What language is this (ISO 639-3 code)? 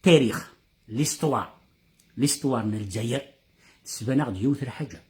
kab